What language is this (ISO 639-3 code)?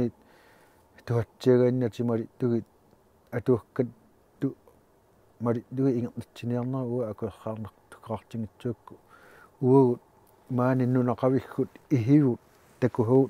kal